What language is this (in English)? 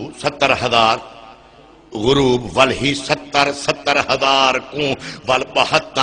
Saraiki